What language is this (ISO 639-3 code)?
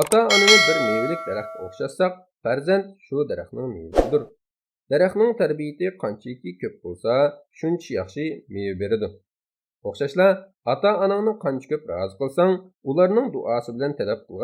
uig